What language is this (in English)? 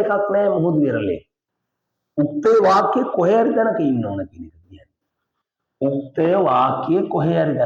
Sinhala